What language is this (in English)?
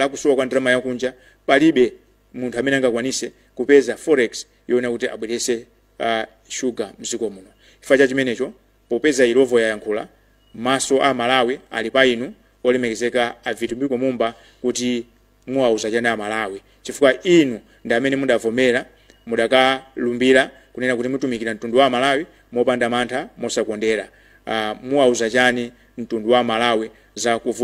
Nyanja